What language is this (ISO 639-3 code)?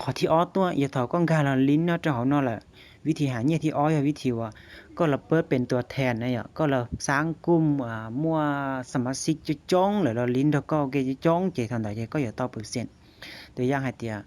hmn